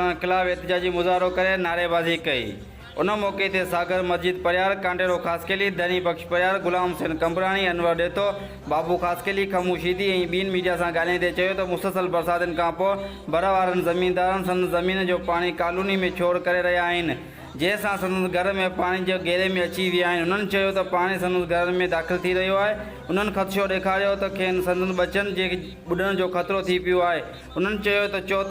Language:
Sindhi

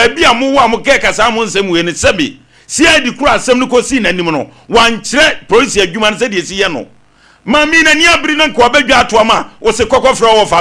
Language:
Akan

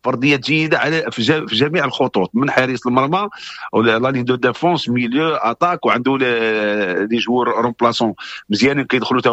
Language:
Moroccan Arabic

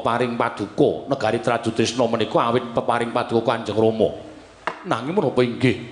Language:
Javanese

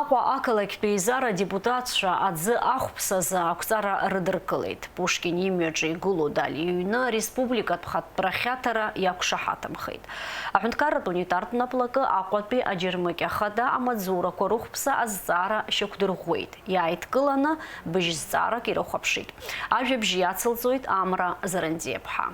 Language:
Abkhazian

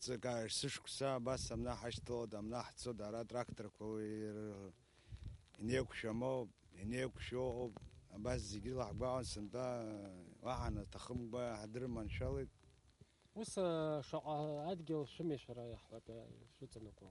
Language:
Abkhazian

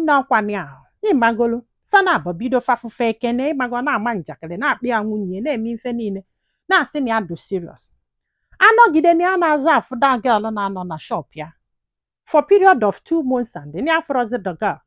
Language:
Igbo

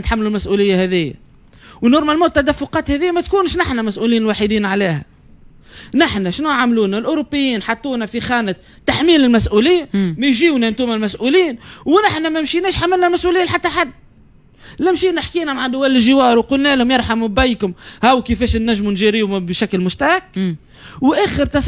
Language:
Tunisian Arabic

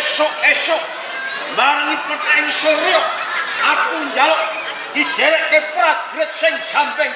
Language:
Javanese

